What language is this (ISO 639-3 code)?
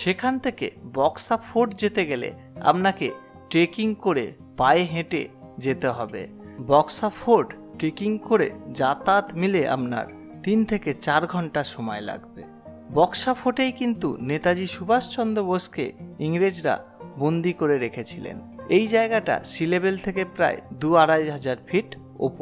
ben